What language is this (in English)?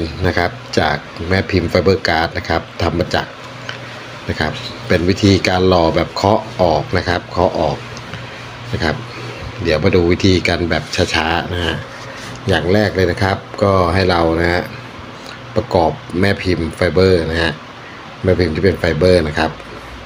Thai